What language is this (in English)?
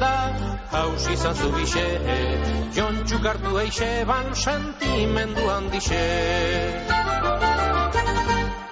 Basque